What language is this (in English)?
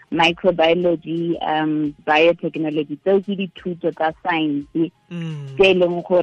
Tswana